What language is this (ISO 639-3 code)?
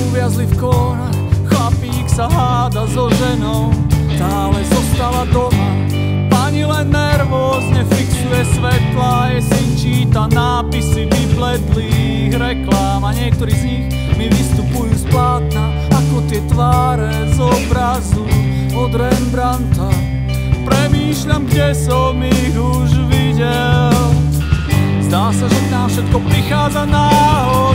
slk